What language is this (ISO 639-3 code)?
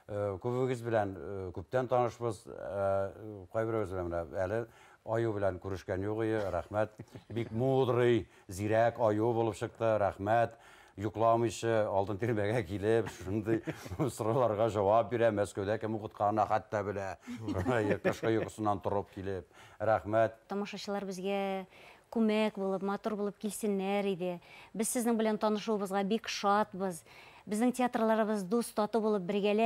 bak